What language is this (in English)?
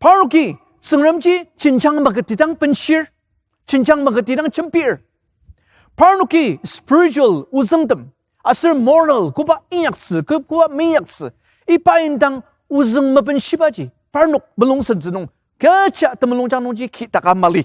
Ao Naga